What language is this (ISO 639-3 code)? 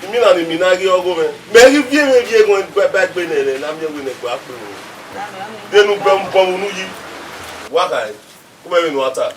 bin